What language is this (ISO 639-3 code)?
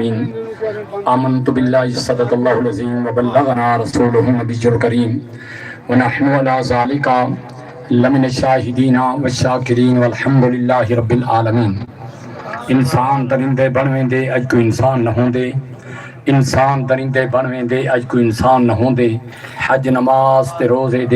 skr